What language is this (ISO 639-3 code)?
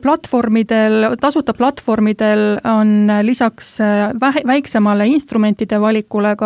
est